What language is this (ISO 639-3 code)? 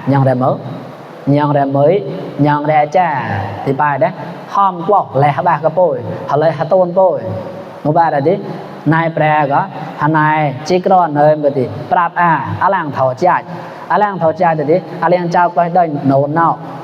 mnw